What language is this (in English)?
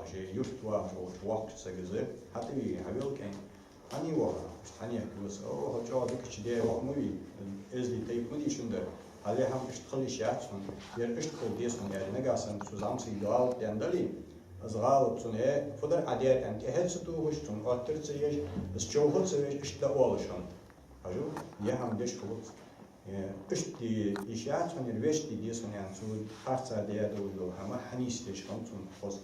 Ingush